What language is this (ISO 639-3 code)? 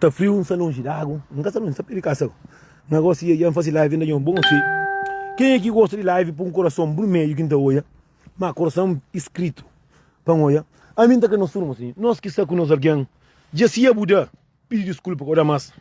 kea